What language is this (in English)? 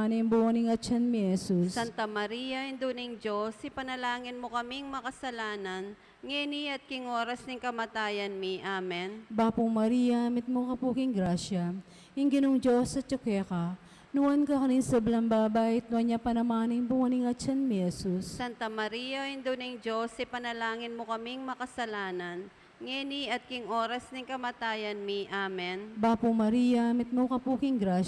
Pampanga